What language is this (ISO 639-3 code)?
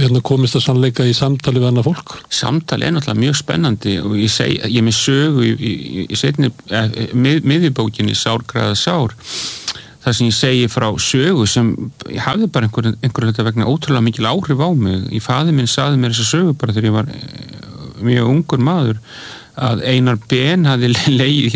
isl